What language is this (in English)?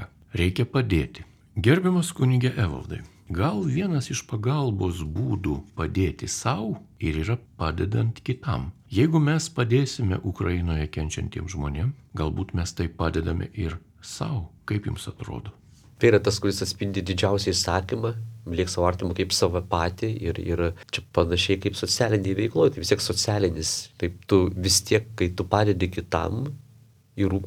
Lithuanian